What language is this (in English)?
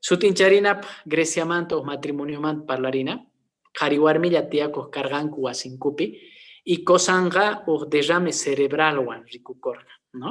Quechua